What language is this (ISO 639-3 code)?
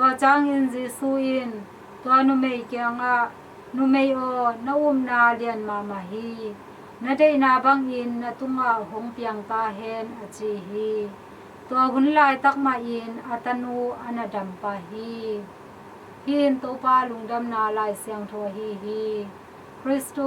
ctd